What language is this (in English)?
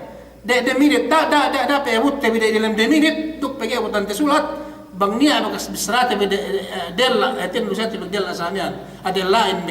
Yakan